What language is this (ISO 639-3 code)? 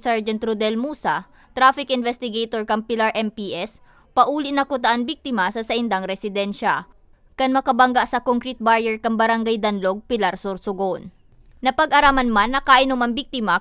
bik